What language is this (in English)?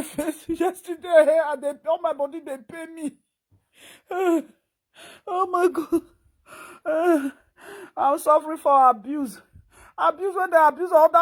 Nigerian Pidgin